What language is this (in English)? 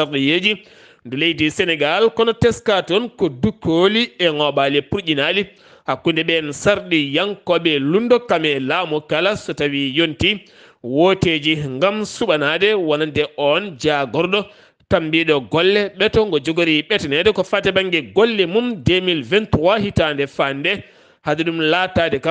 Fula